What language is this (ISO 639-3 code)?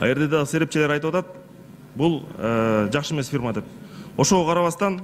kir